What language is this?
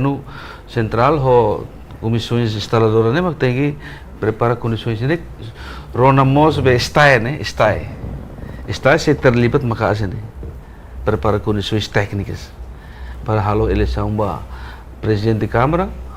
Tetum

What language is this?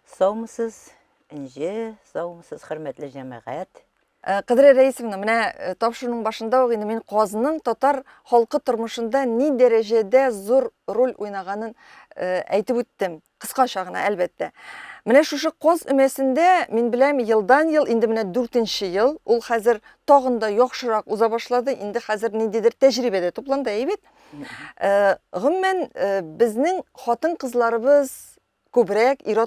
Tatar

